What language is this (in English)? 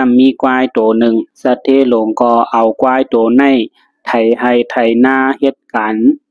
Shan